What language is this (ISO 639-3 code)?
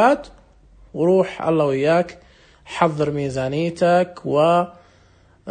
ars